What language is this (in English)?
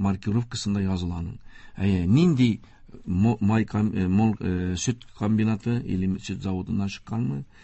Tatar